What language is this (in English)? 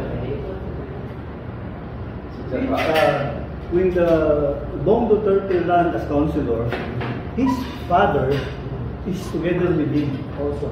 Korean